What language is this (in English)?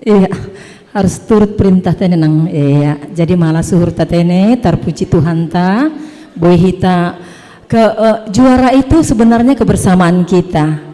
Batak Simalungun